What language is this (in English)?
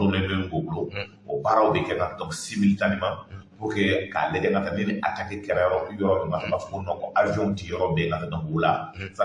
Bambara